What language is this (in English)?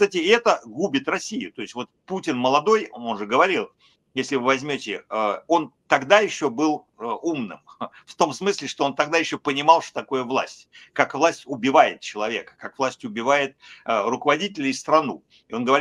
Russian